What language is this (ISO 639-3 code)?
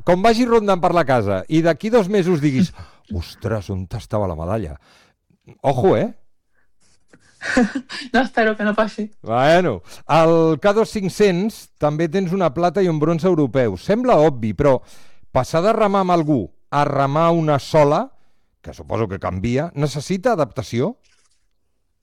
cat